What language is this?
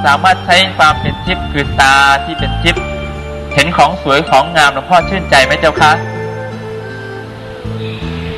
Thai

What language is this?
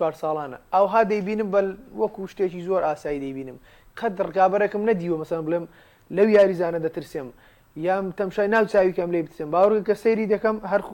Central Kurdish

